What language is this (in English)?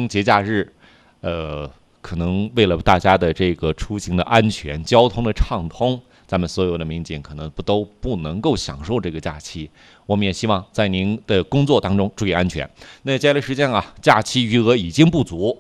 Chinese